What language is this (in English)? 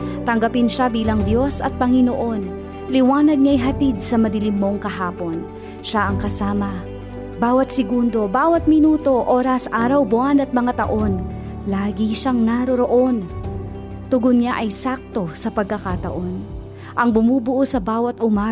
Filipino